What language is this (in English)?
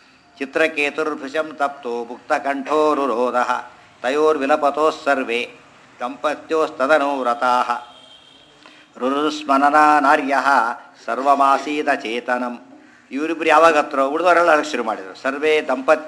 Kannada